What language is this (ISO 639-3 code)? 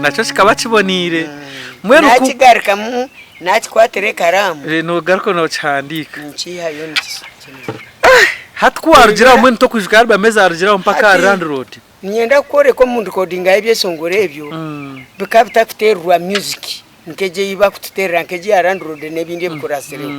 nyn